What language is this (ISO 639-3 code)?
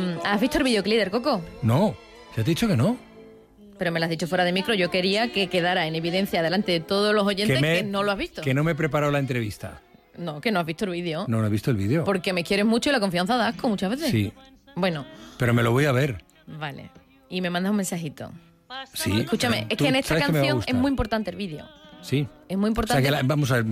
spa